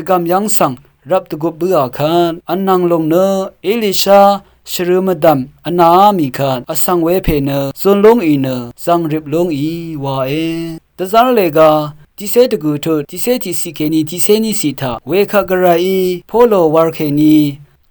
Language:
Rawang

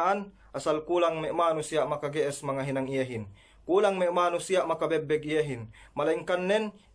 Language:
Yakan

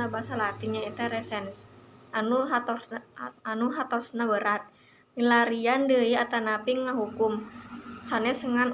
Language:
Sundanese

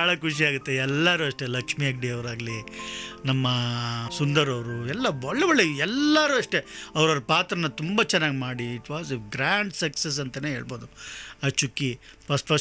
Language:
Kannada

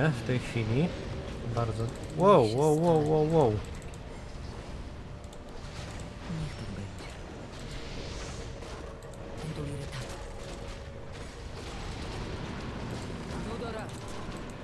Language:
Polish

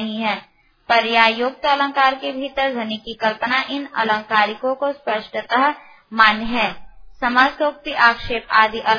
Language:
Hindi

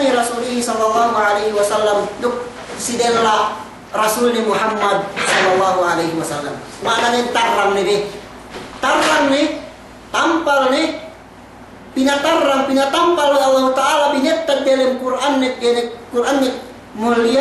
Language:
Yakan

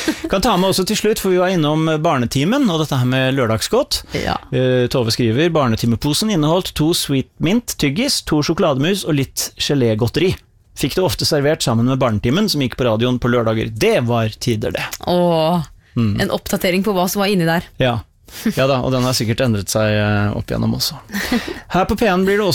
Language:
Norwegian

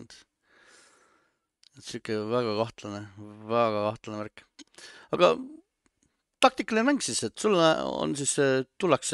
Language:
Estonian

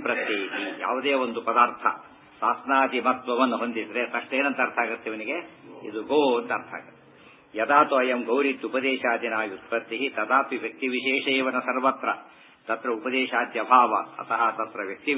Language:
Kannada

